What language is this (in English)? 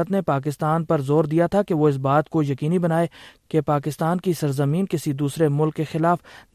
Urdu